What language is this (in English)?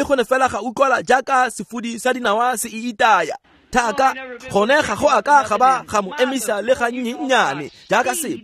Tswana